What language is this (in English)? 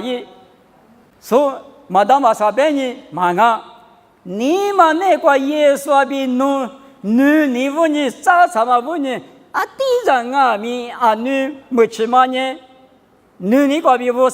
Lisu